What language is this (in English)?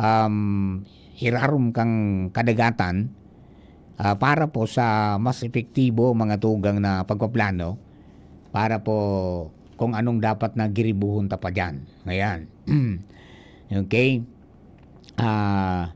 Bikol